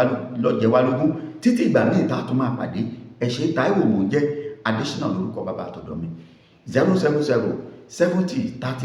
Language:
Yoruba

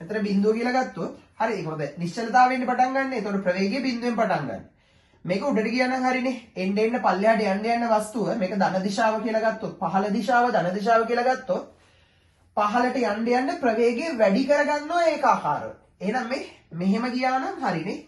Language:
Sinhala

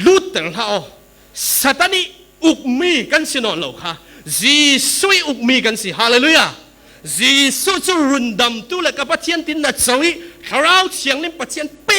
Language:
Falam Chin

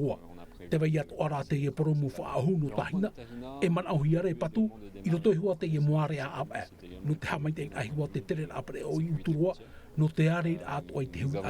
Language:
Tahitian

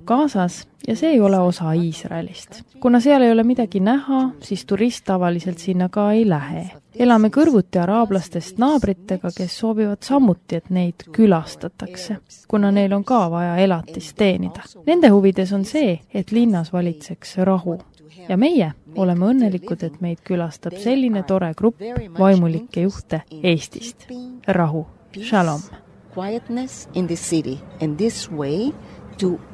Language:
Estonian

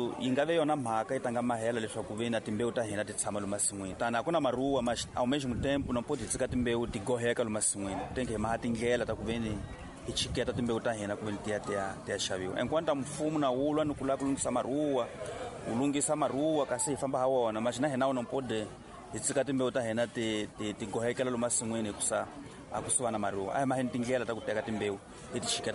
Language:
Tsonga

